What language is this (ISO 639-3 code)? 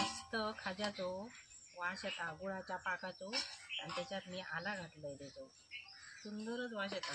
kok